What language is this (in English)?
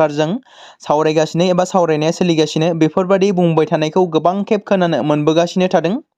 Bodo